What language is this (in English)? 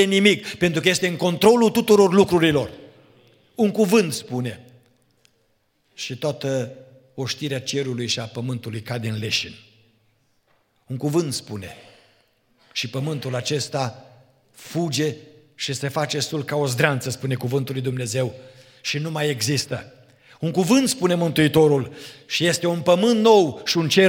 Romanian